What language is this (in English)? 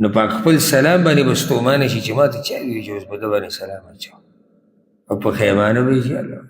Pashto